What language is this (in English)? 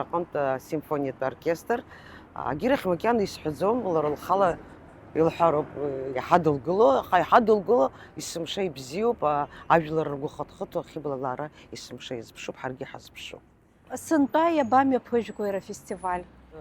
Abkhazian